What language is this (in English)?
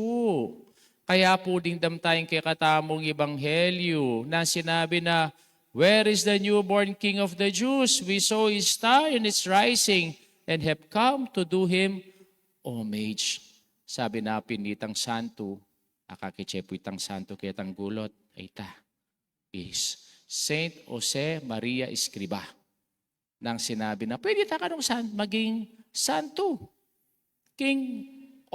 Pampanga